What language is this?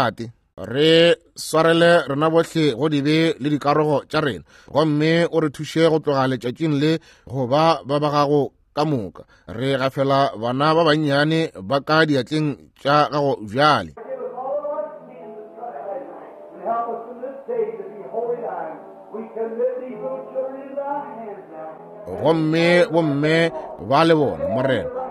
Northern Sotho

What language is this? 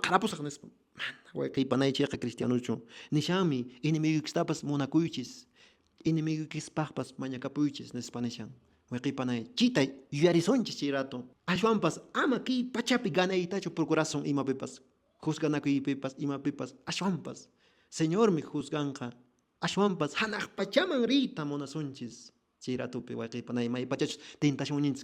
Quechua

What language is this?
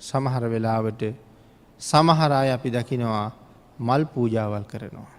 Sinhala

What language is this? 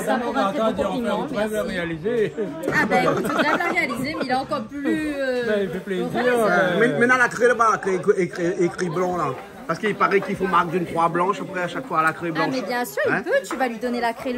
Réunion Creole French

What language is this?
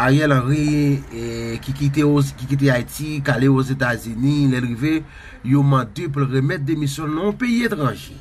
Haitian Creole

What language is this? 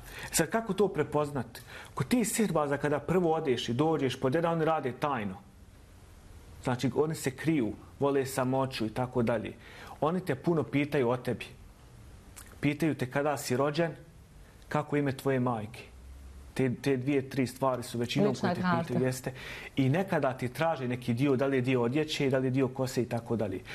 Bosnian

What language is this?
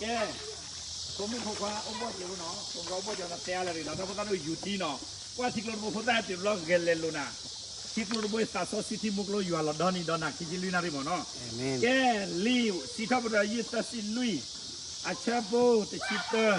S'gaw Karen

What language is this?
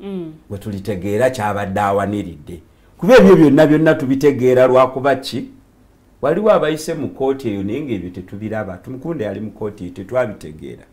Ganda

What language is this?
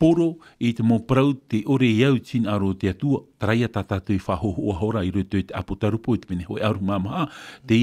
Tahitian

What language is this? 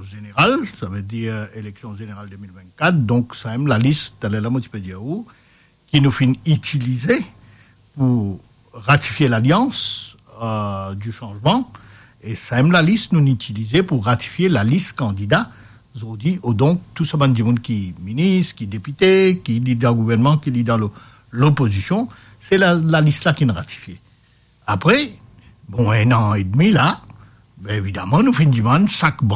Morisyen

